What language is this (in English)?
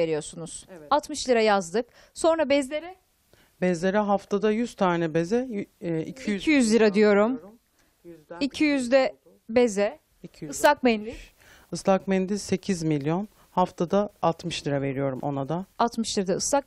Turkish